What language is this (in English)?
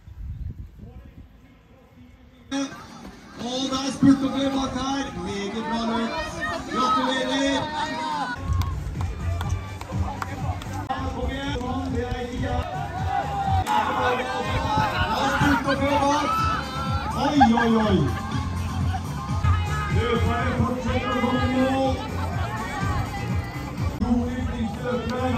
Norwegian